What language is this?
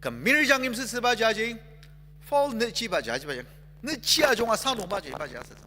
Ao Naga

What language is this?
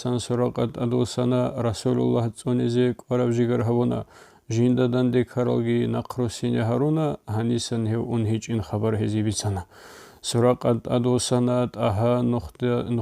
Avaric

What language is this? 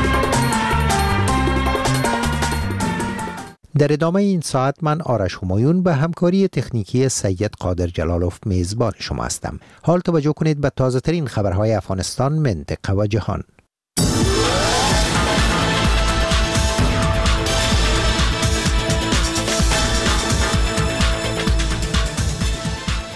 Persian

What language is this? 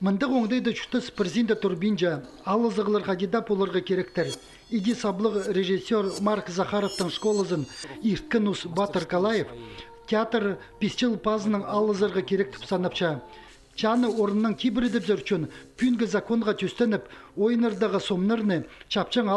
Khakas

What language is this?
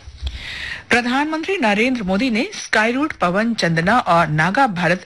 Hindi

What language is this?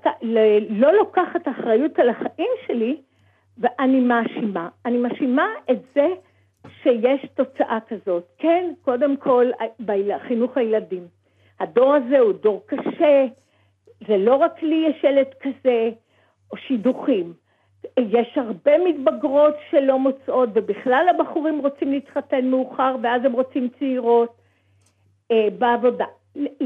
Hebrew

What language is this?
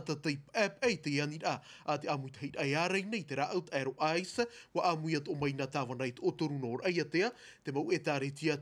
Tahitian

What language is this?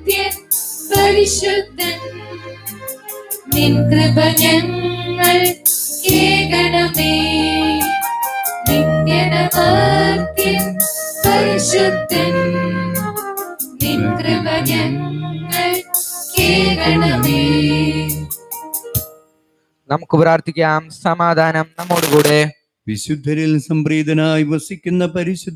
Malayalam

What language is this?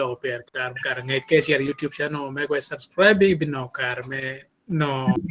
Acoli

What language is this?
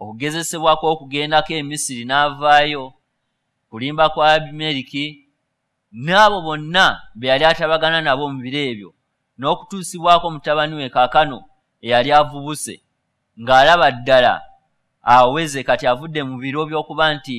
Ganda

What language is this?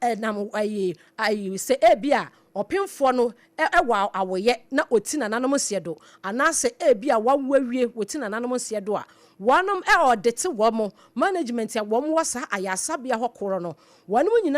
Akan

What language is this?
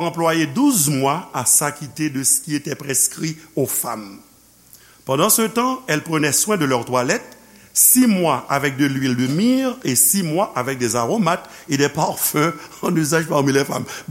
Haitian Creole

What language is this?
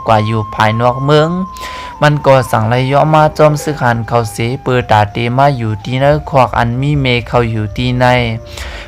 Shan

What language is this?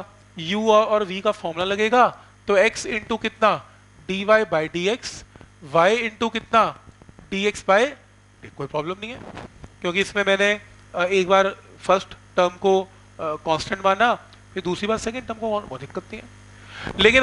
Hindi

